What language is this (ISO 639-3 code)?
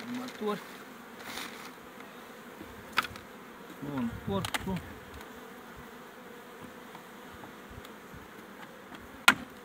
ron